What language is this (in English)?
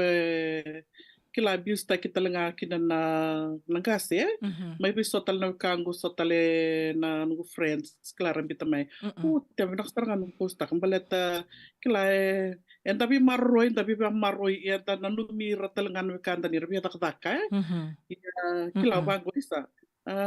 Fijian